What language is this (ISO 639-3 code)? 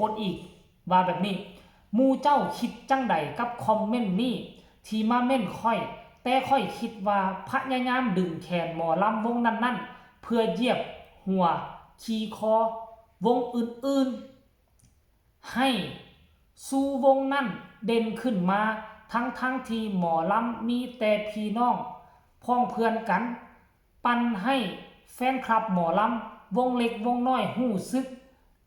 tts